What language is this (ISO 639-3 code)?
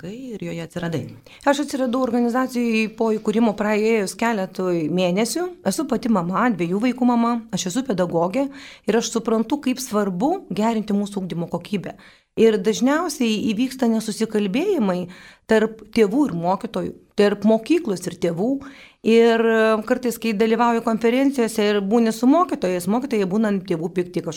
lit